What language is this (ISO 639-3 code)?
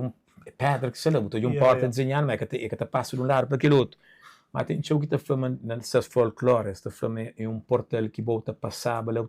kea